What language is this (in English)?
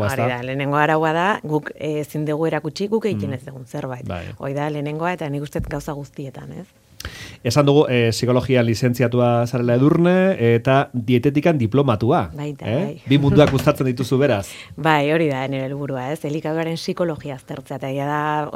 Basque